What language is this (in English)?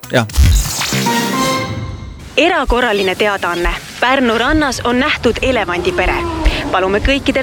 Estonian